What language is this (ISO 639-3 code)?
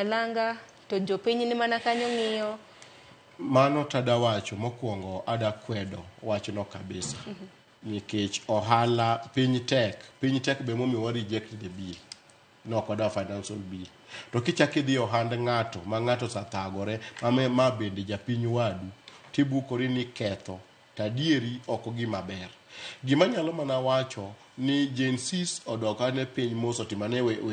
luo